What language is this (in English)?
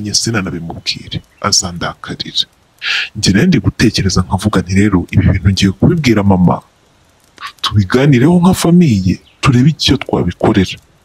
Kinyarwanda